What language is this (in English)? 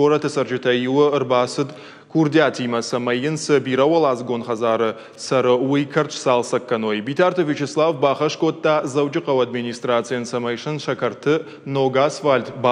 Ossetic